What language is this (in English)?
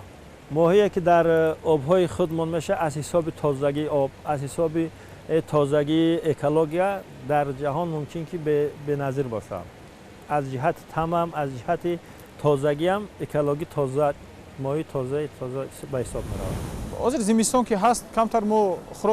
Tajik